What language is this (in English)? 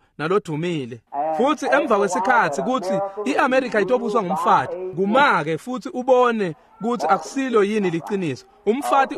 Swati